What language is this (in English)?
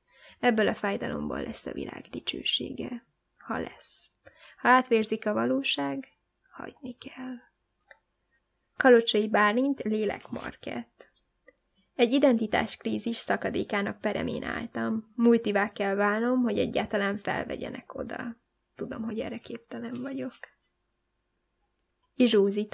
Hungarian